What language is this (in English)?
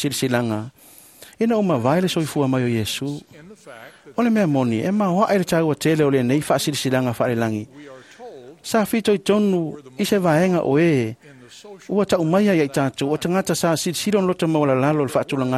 Samoan